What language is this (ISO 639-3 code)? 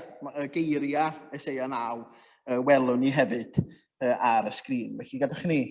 cym